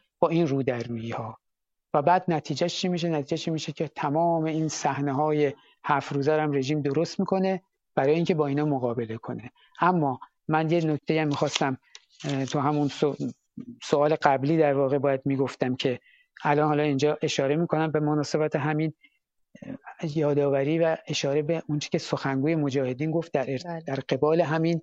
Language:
Persian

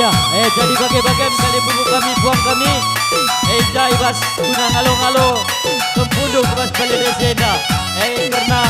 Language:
Batak Karo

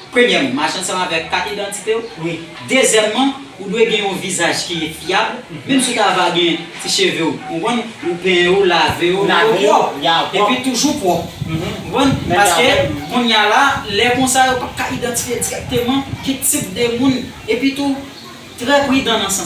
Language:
Haitian Creole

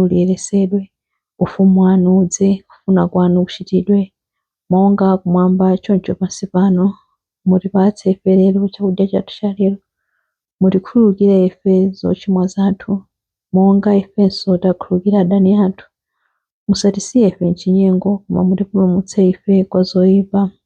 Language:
Nyanja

